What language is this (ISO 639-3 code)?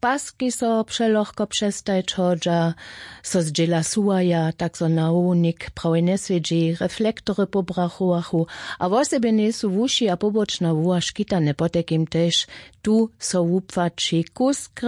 hsb